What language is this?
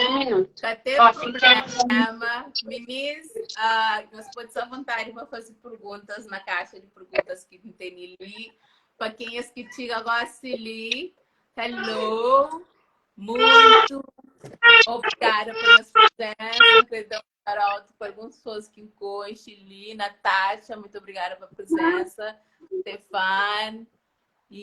Kabuverdianu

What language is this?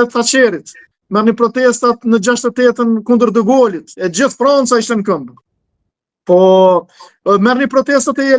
Albanian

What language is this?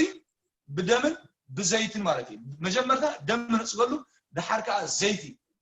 Tigrinya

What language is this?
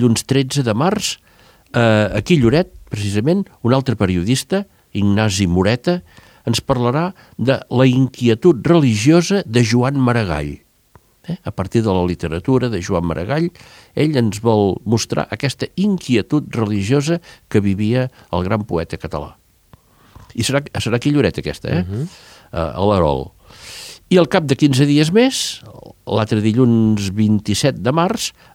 Catalan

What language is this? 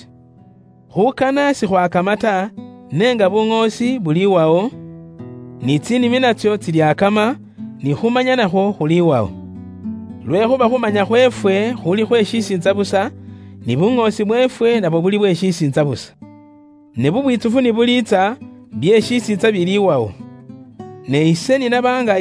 Luyia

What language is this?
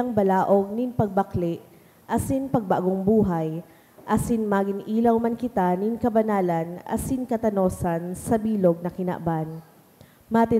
Bikol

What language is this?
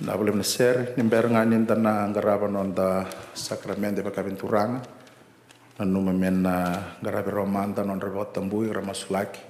Fijian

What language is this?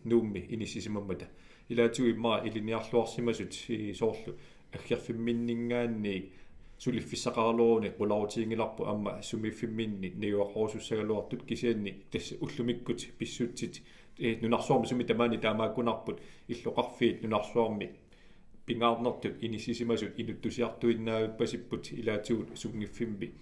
Kalaallisut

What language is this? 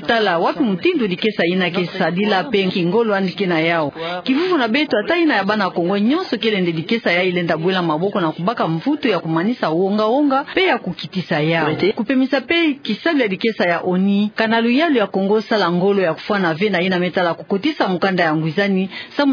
Kituba (Democratic Republic of Congo)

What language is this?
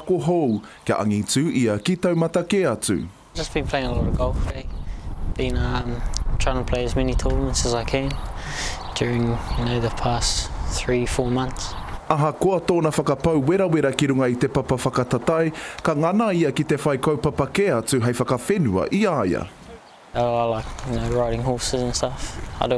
Māori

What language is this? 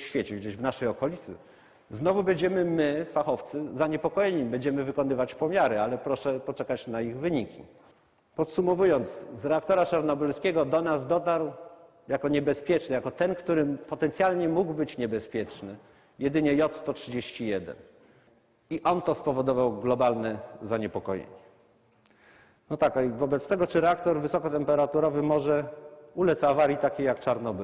Polish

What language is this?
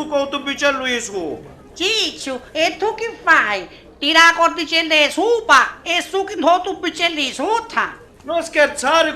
Sicilian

